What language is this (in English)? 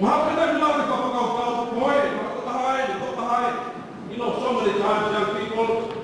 Tongan